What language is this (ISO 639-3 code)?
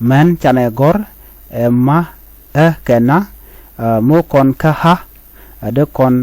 nus